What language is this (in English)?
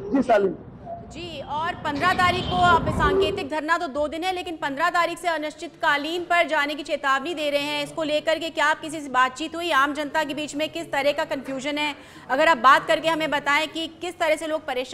Hindi